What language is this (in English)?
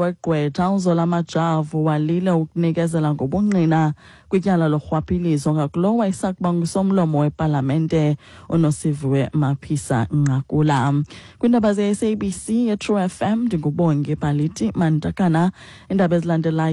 Xhosa